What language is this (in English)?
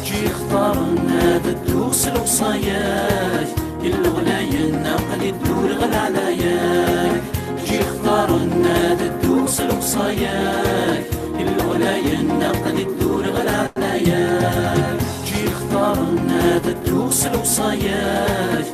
Kabyle